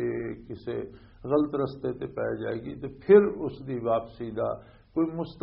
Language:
Western Panjabi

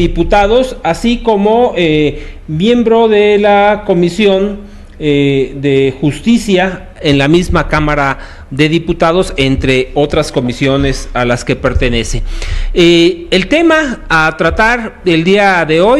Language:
Spanish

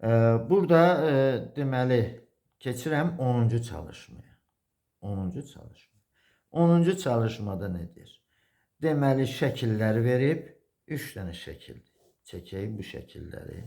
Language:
Azerbaijani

